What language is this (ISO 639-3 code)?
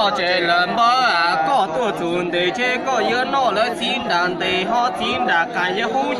hmn